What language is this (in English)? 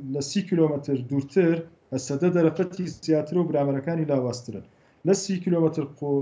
Central Kurdish